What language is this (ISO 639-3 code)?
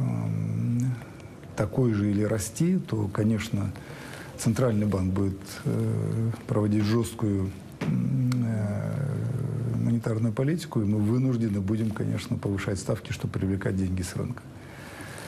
rus